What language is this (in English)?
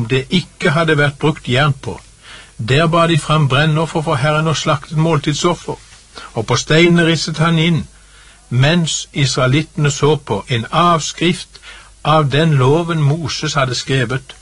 Norwegian